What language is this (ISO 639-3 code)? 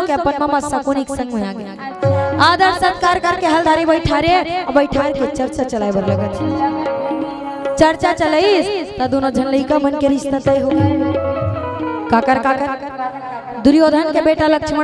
hne